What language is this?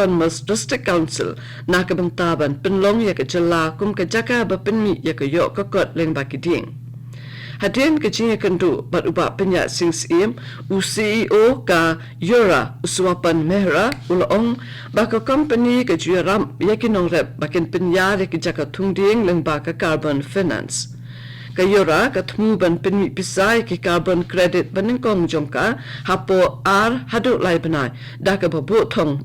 Khasi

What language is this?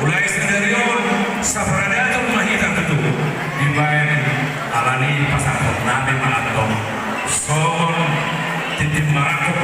Batak Toba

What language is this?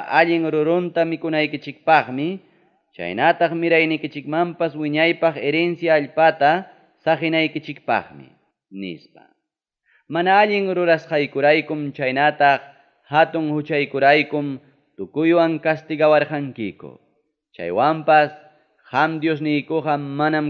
Ayacucho Quechua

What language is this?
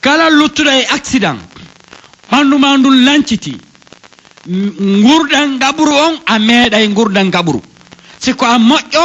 Pular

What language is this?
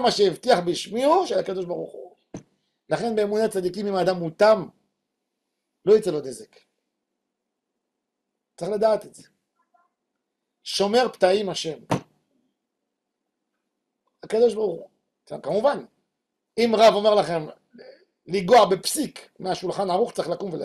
Hebrew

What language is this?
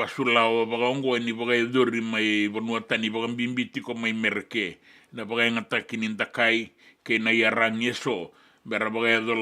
Fijian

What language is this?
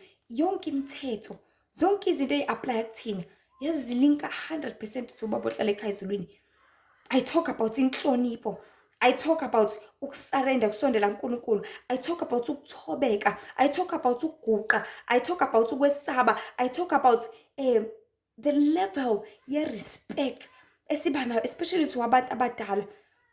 Zulu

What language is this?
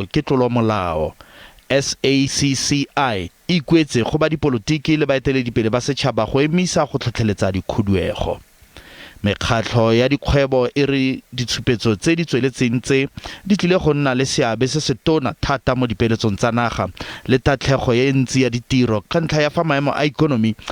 Tswana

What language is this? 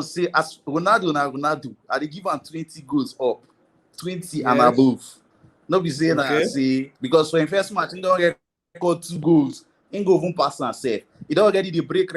Nigerian Pidgin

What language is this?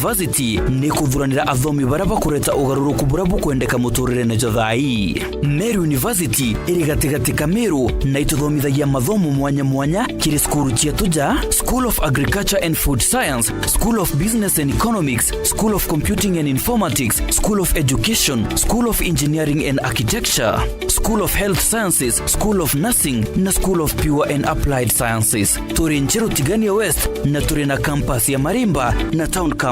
Meru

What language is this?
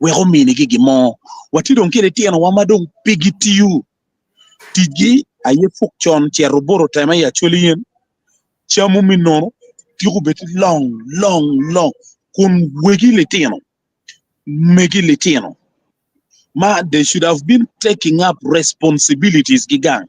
Acoli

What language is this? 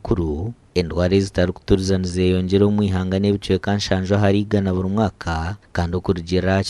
Nyankole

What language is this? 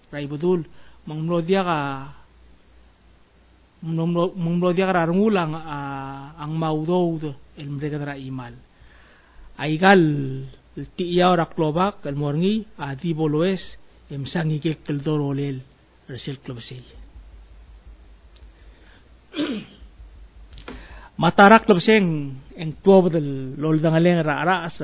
Palauan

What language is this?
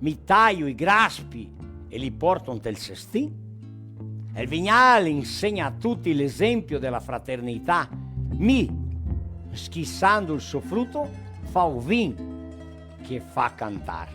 Venetian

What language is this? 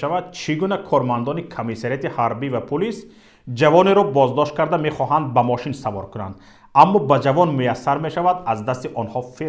Tajik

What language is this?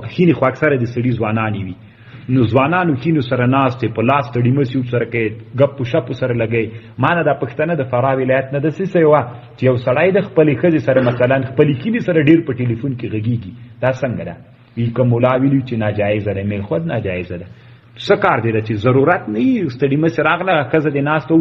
Pashto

